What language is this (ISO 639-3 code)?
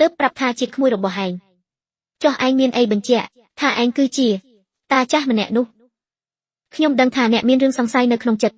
khm